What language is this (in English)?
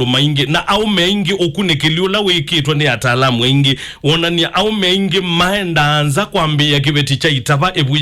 Kamba